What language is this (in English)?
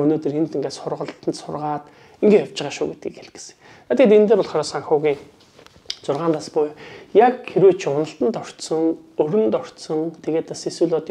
Mongolian